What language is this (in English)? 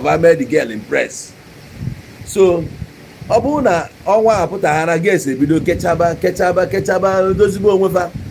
Igbo